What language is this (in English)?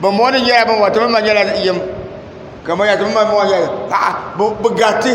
Dagbani